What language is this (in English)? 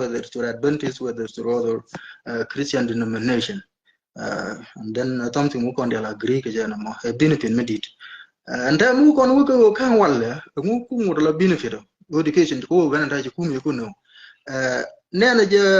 Nuer